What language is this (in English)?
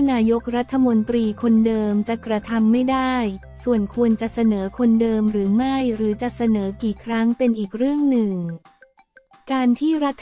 Thai